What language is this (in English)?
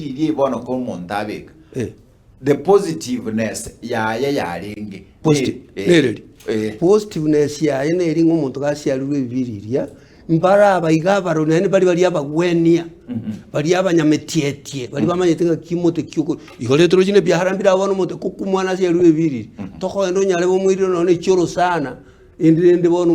Gusii